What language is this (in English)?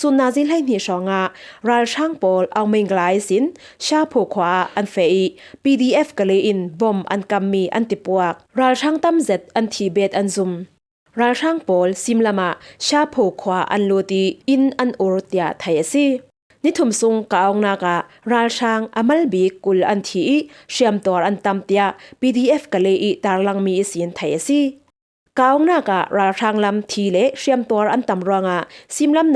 Falam Chin